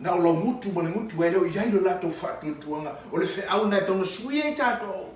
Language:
Samoan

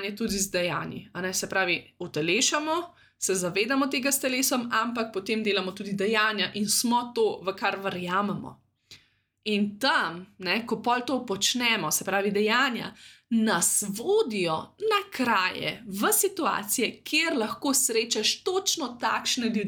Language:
Slovenian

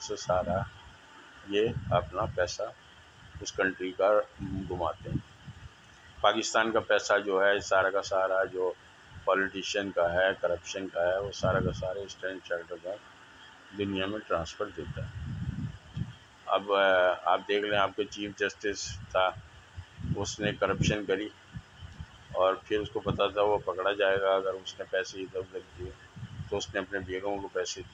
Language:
Urdu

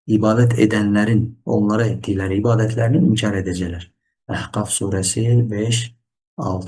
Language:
Azerbaijani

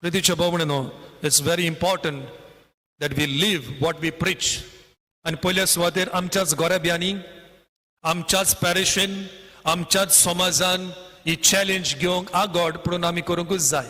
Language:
Konkani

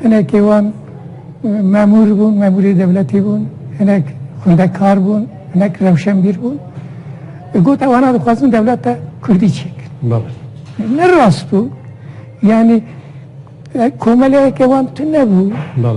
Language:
Kurdish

